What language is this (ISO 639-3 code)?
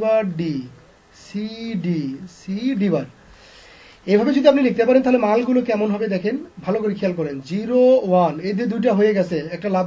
ben